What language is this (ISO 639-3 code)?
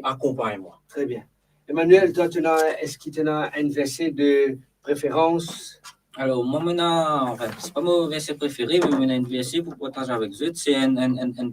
mfe